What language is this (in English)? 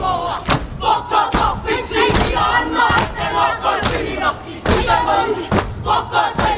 Māori